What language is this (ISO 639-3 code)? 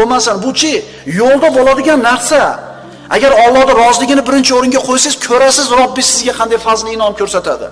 uzb